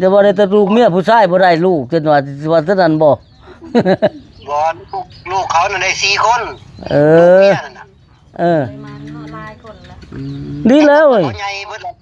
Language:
Lao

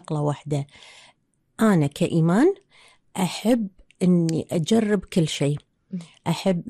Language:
Gulf Arabic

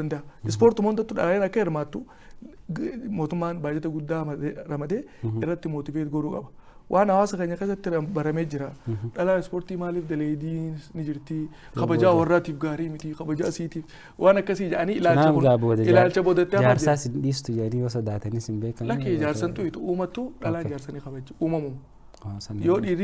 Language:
Oromo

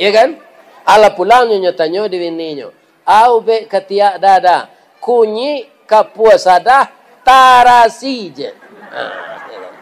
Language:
Minangkabau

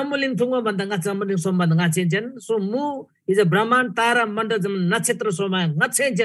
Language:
Eastern Tamang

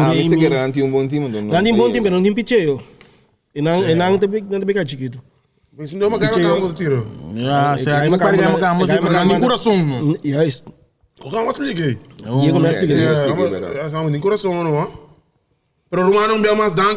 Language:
Papiamento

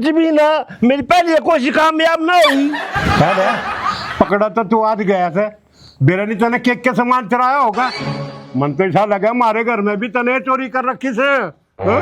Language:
Haryanvi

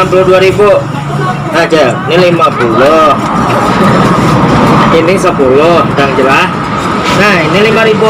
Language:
Banjar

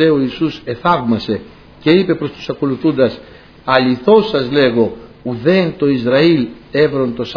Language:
Greek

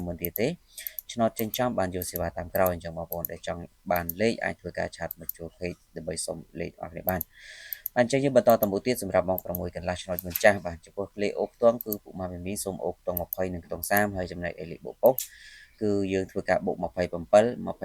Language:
Khmer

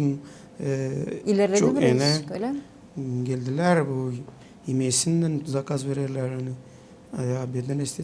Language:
Gagauz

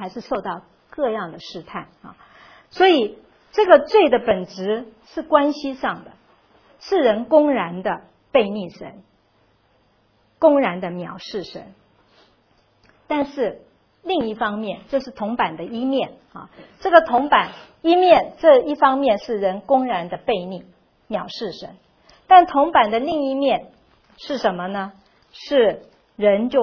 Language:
Chinese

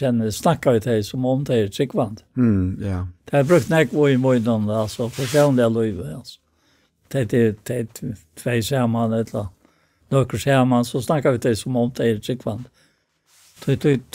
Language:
Faroese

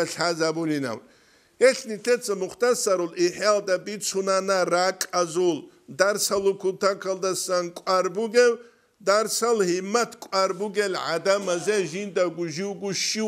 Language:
Avaric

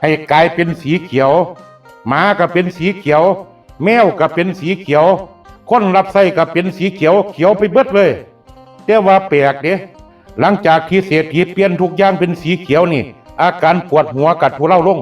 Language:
Northeastern Thai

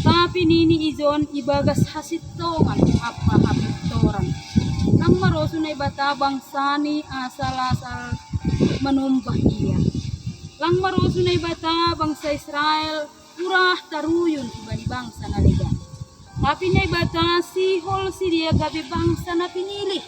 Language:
Batak Simalungun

